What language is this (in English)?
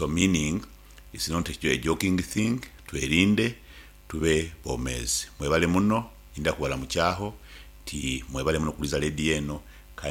Nyankole